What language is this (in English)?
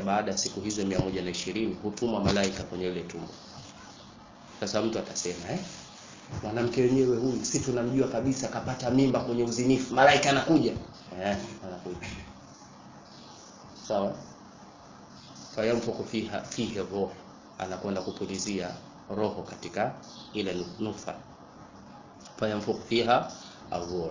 Swahili